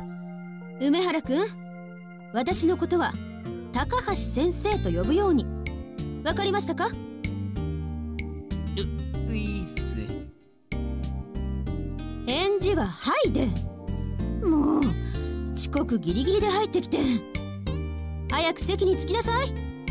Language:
Japanese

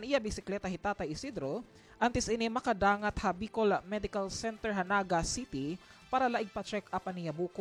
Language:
Waray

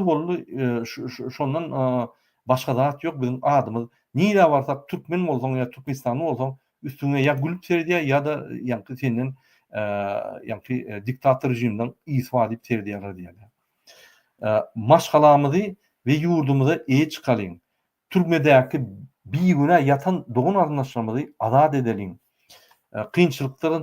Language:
Turkmen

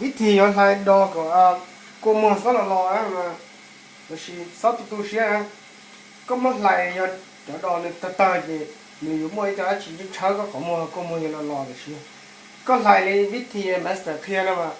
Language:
Hmong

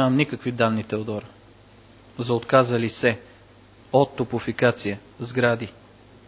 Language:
Bulgarian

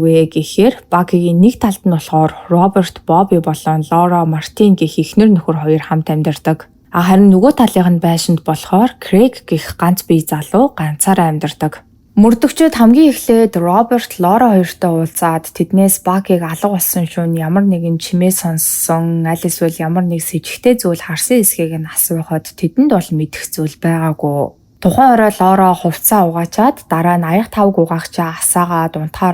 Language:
Mongolian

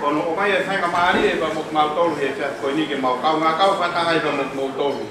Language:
Tongan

